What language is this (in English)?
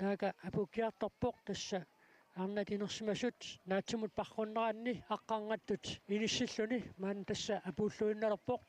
Kalaallisut